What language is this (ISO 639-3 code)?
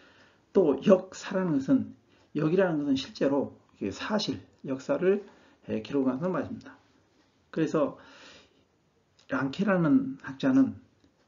kor